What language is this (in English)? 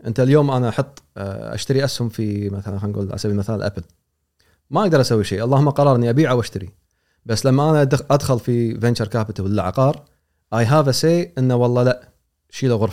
Gulf Arabic